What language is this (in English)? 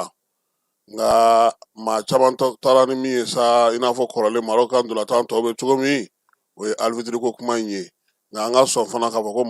Bambara